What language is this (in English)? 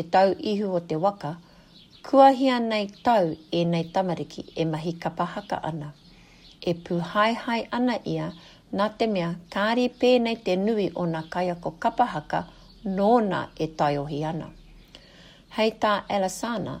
Māori